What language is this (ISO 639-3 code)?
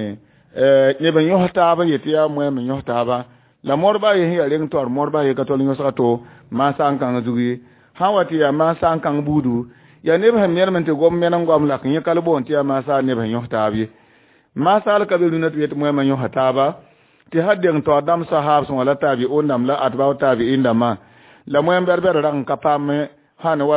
mos